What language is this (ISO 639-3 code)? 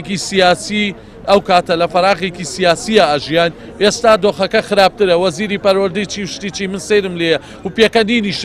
ckb